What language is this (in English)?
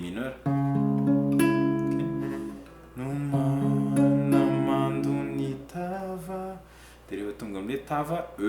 Malagasy